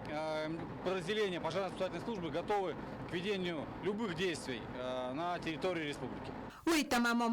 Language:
Ossetic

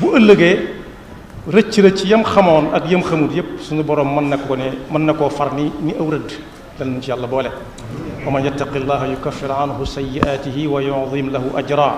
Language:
Wolof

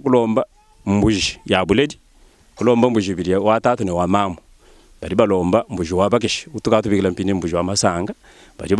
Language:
Luba-Lulua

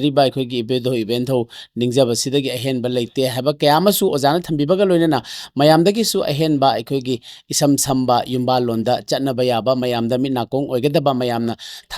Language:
Manipuri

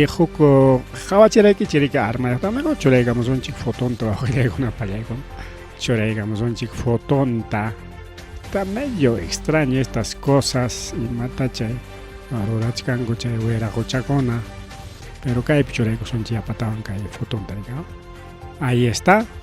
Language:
Ayacucho Quechua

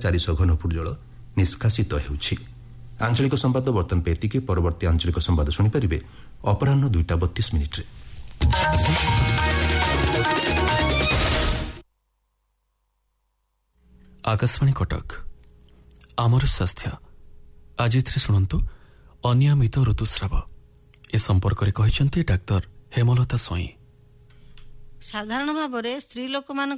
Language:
Odia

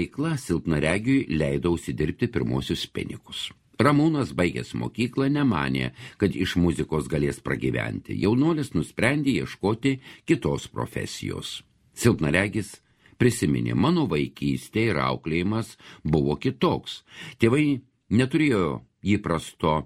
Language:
Lithuanian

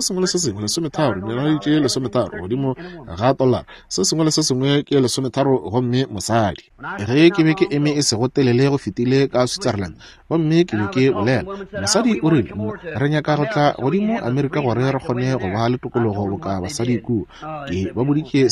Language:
Northern Sotho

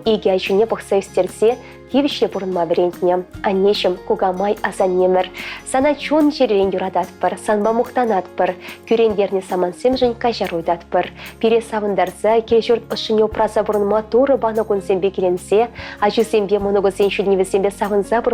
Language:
Chuvash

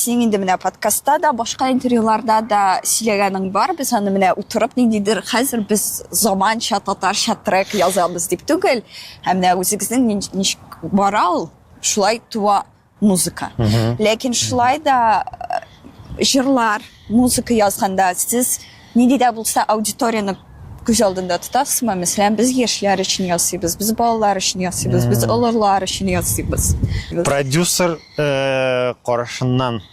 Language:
Tatar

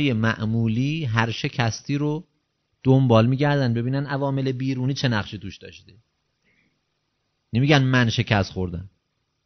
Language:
Persian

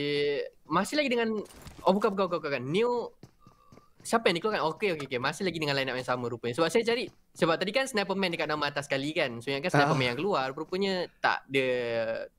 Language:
Malay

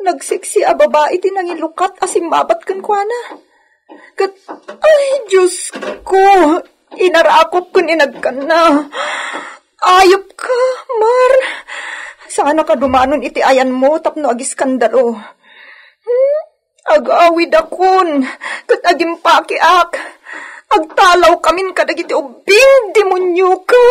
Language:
Iloko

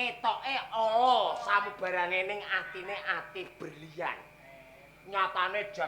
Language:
Javanese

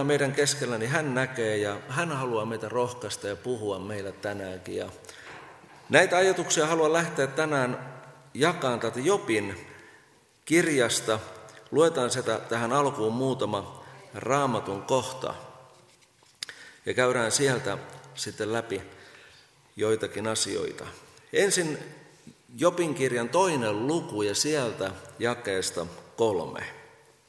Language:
Finnish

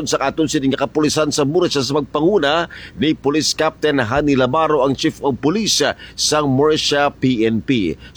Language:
Hiligaynon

